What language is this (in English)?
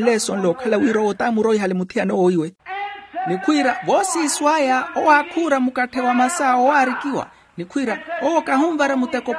Makhuwa